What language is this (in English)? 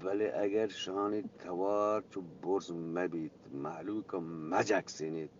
Eastern Balochi